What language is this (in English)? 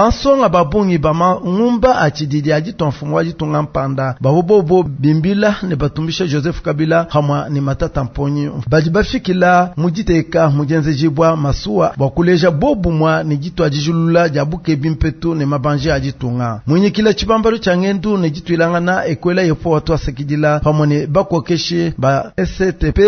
Luba-Lulua